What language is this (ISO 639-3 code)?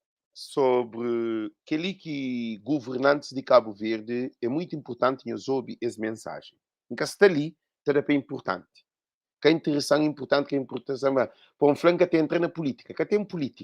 kea